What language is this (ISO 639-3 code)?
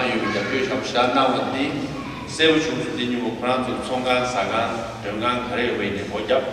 bod